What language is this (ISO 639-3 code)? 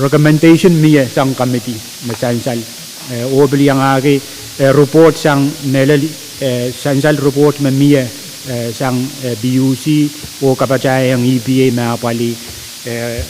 pon